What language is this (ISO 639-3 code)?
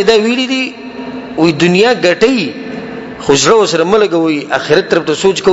pus